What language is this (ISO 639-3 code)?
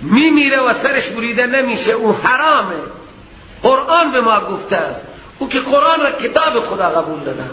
fas